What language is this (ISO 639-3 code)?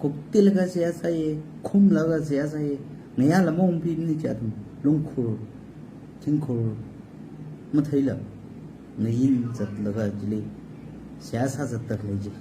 nmf